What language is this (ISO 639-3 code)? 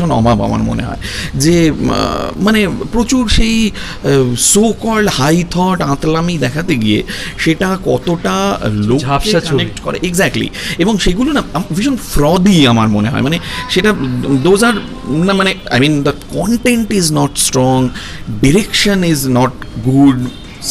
ben